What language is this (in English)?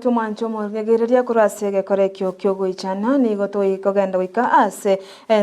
Gusii